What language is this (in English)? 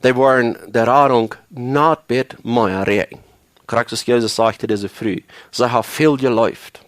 Plautdietsch